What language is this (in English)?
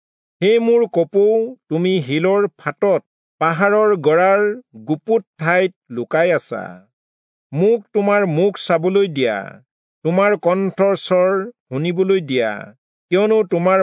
Assamese